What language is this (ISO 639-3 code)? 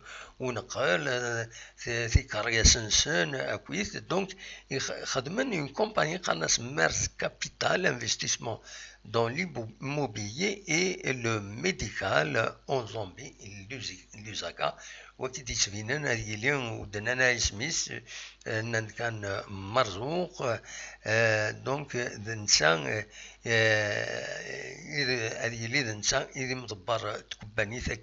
kab